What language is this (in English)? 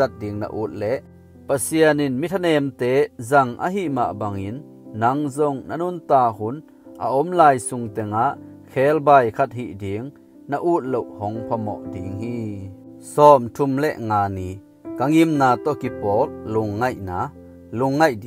Tedim Chin